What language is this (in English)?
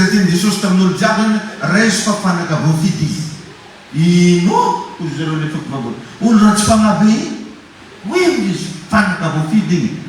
Malagasy